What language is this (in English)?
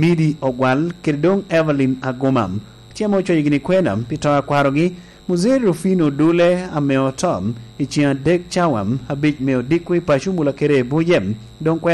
Lango (Uganda)